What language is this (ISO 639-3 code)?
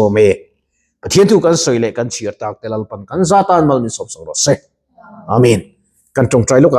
lus